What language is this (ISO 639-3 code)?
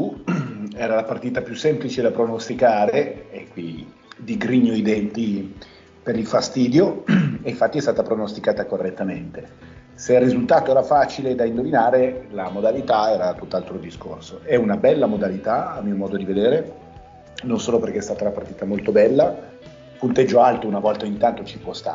ita